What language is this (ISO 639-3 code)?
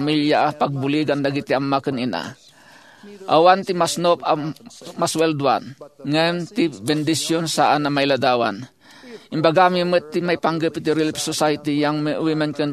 ilo